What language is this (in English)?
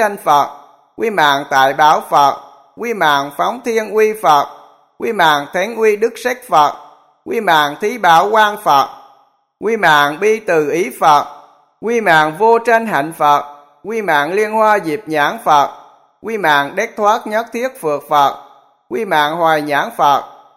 Vietnamese